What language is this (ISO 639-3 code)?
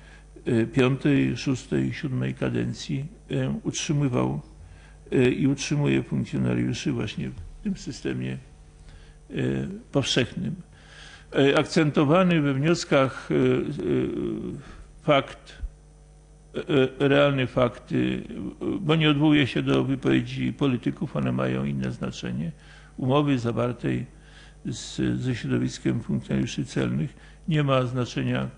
pol